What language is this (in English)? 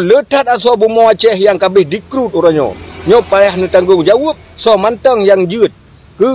Achinese